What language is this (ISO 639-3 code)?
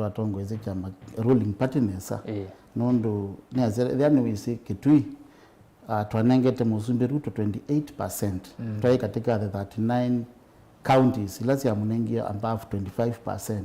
kam